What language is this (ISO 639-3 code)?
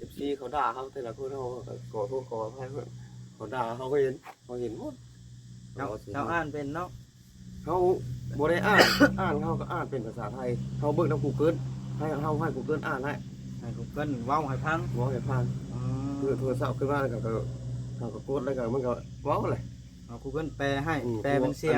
tts